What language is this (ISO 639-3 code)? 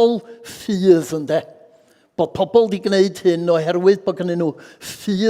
cym